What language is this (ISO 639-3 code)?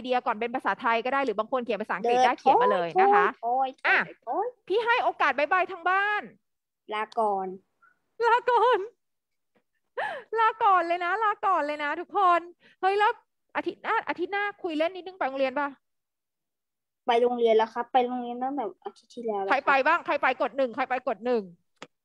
tha